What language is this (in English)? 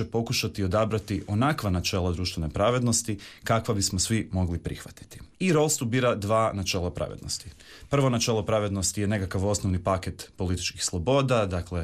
Croatian